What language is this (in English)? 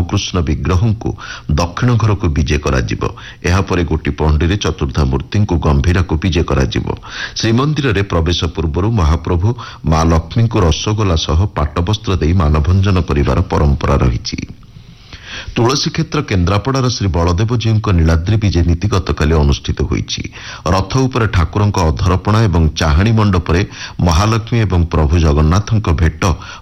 Odia